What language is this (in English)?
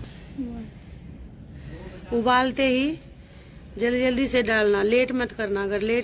Hindi